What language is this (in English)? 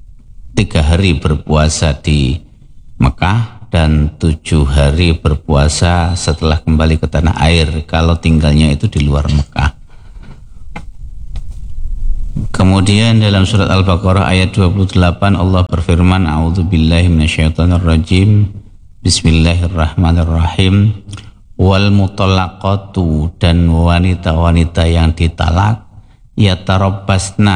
Indonesian